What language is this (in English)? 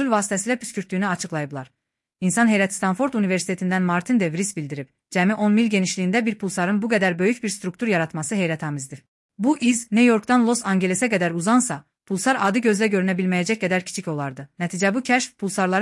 Azerbaijani